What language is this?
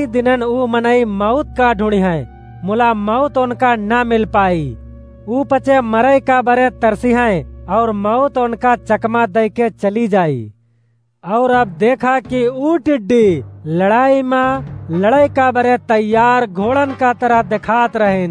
Awadhi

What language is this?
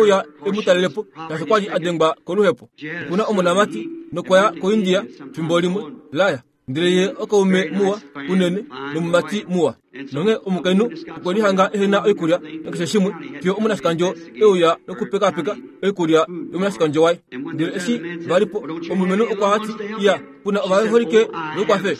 Kuanyama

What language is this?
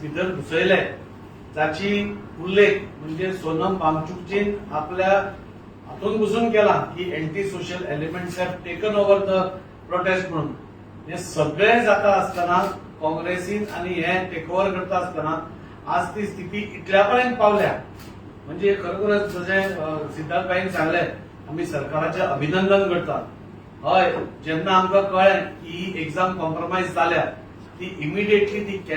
Konkani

